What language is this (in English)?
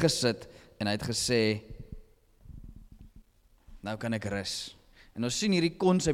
Afrikaans